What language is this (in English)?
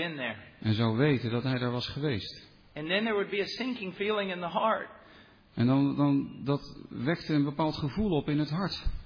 Dutch